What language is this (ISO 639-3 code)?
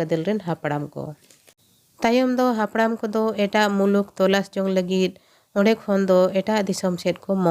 sat